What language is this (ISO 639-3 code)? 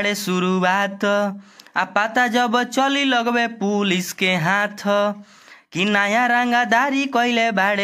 bho